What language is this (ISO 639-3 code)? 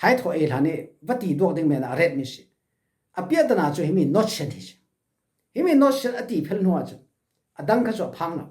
cfm